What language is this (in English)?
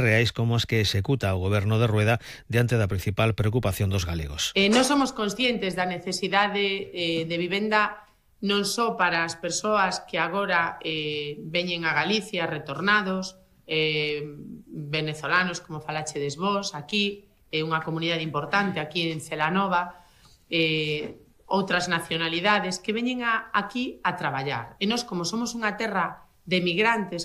Galician